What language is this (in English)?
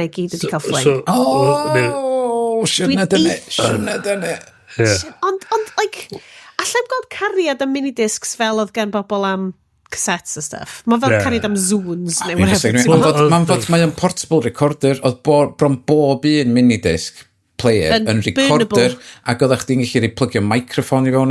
Welsh